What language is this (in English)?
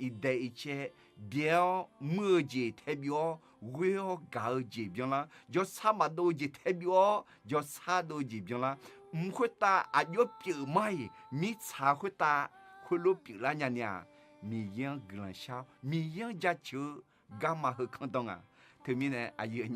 Akha